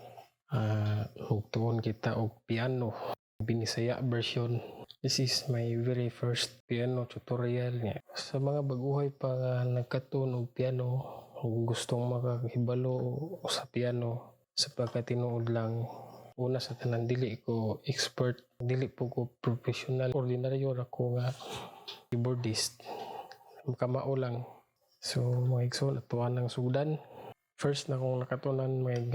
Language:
Cebuano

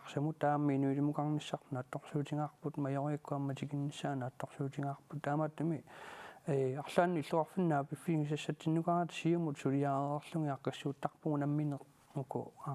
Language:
Kalaallisut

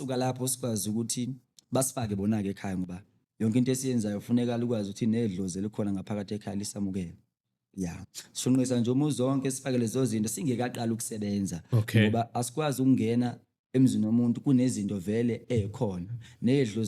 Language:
Zulu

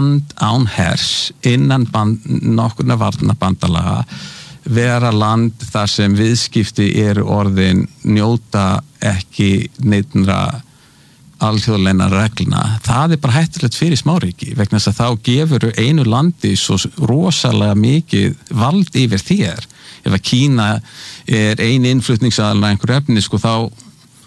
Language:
Icelandic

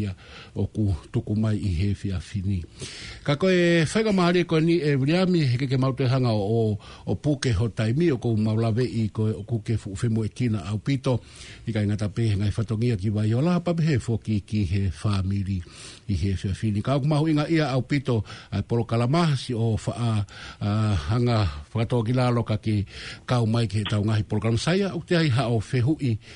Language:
Tongan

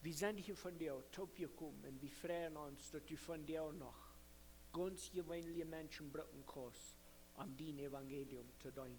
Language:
Plautdietsch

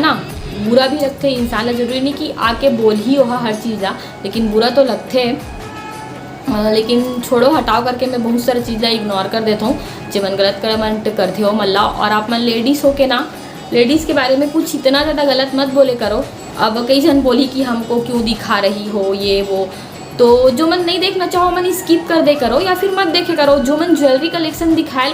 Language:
Chhattisgarhi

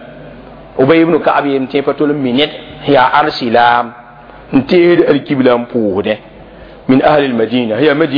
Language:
Mossi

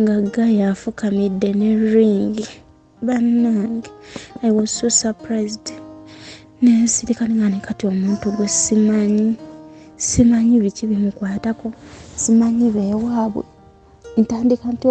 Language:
Ganda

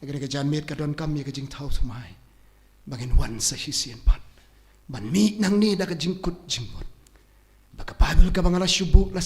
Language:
Khasi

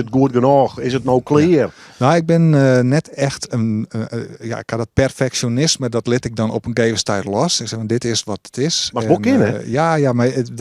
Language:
Western Frisian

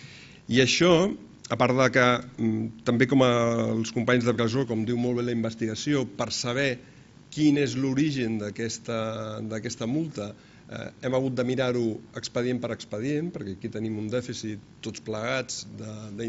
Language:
Catalan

